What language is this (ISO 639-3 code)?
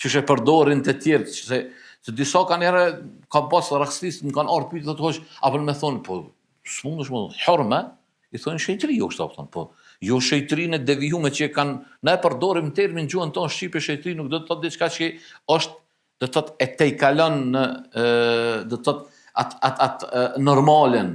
sqi